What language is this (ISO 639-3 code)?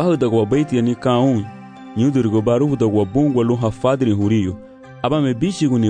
cab